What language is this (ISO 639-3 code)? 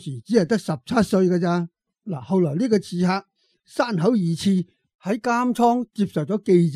yue